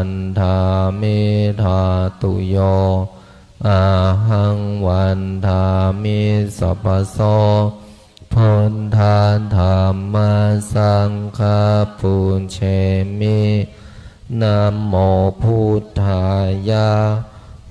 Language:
Pali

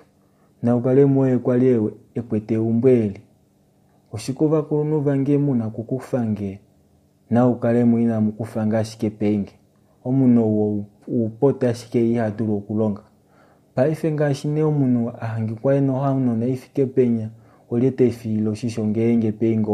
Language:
Kuanyama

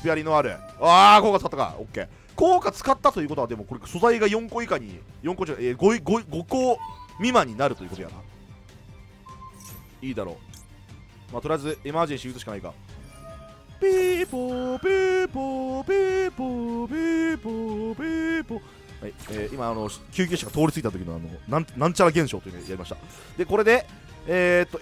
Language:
Japanese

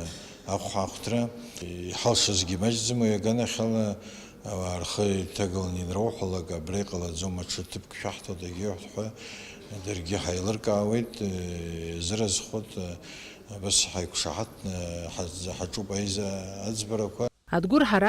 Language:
Abkhazian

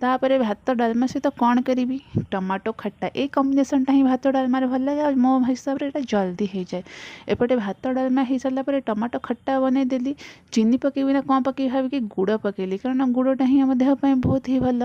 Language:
Odia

